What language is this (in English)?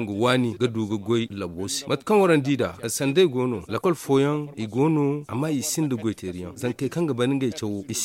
Zarma